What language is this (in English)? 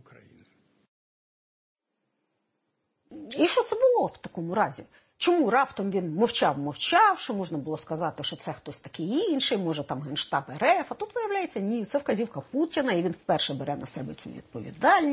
Ukrainian